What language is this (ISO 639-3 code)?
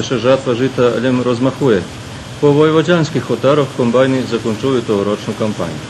rue